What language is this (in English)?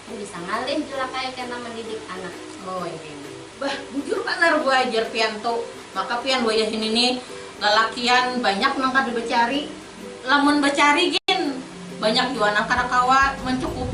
Banjar